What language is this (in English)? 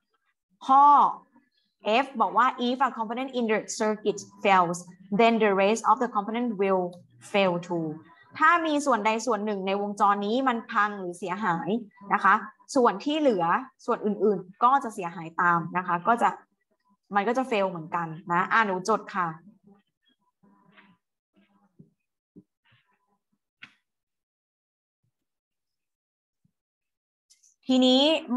Thai